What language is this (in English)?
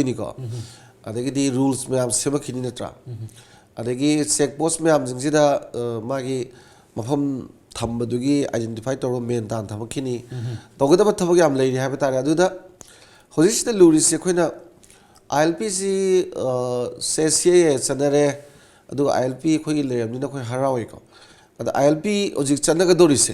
Manipuri